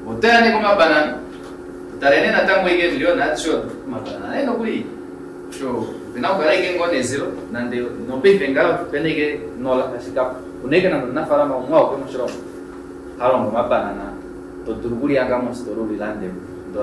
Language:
Kuanyama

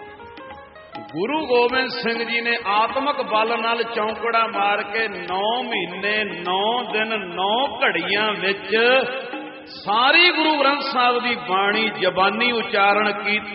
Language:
Punjabi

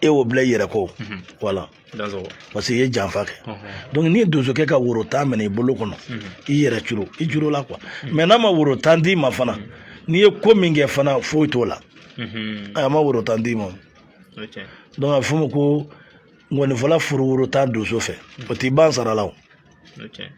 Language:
Bambara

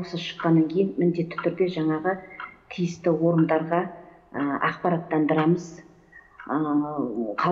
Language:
Kazakh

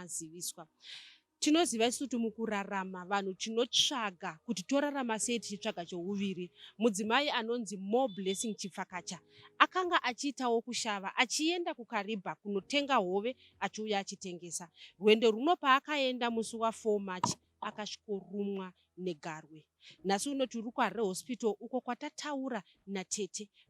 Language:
Shona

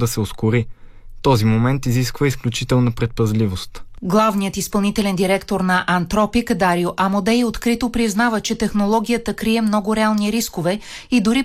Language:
Bulgarian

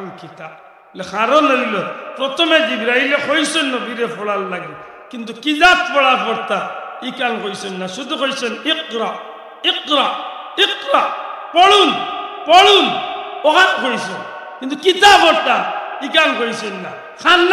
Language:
Sylheti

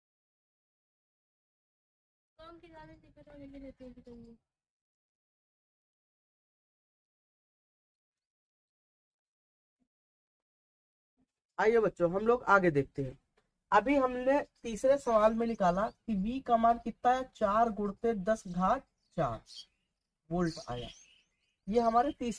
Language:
Hindi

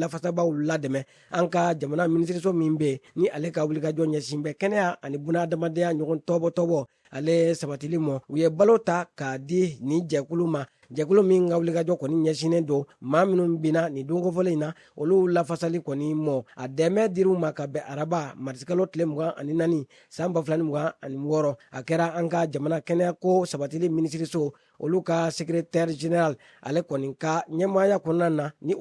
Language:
Bambara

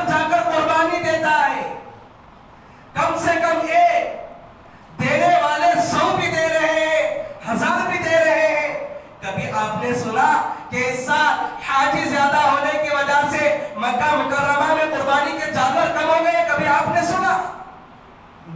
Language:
Hindi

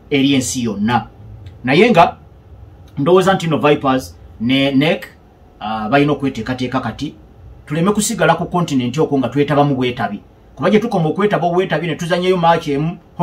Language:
Ganda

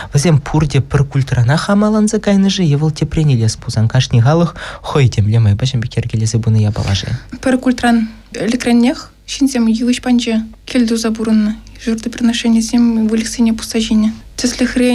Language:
Chuvash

